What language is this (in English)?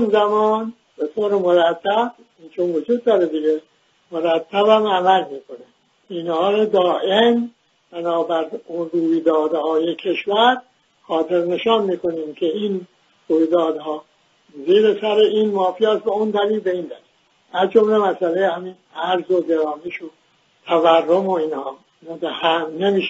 Persian